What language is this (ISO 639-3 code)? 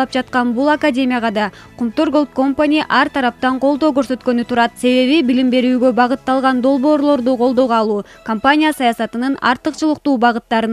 kir